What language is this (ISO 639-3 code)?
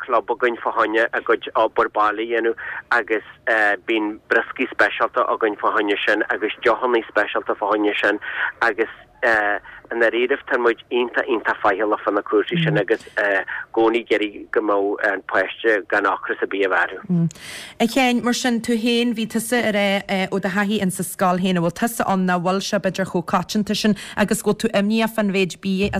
gle